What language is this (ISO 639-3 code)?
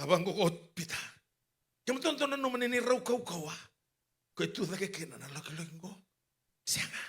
fij